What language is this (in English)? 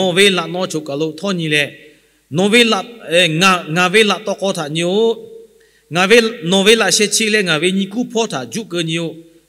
Lahu